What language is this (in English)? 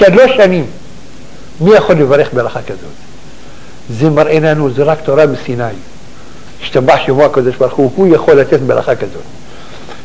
Hebrew